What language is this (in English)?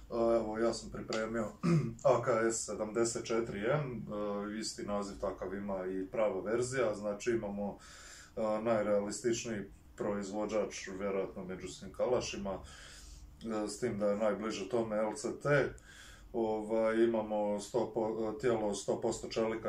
Croatian